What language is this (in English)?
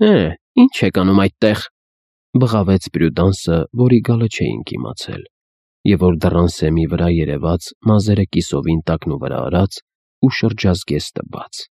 Armenian